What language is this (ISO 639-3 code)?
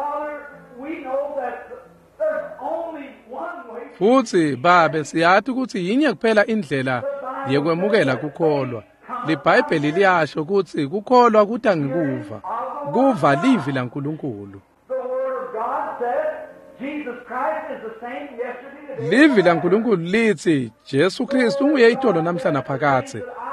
ssw